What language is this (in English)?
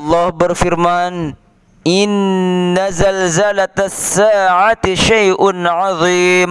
Sasak